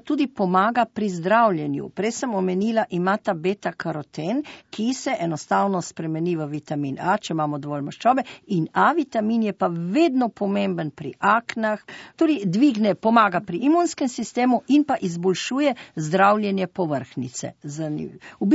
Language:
Slovenian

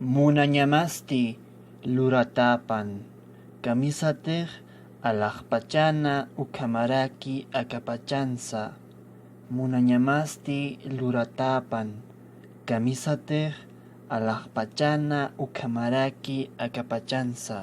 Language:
Aymara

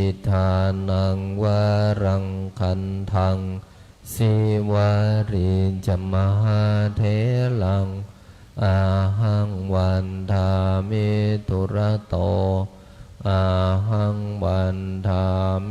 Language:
Pali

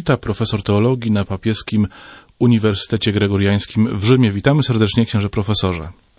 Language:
Polish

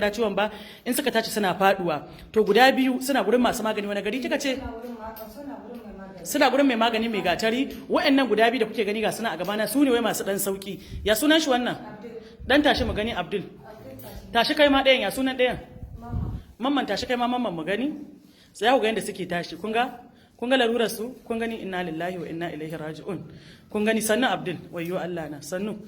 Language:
Hausa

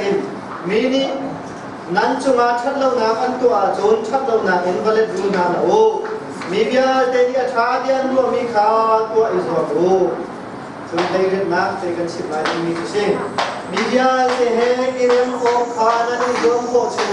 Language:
Hakha Chin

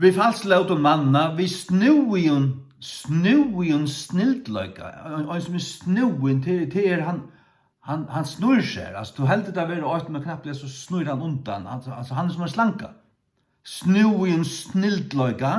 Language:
Faroese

